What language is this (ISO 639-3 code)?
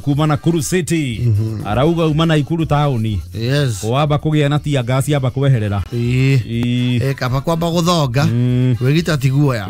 kik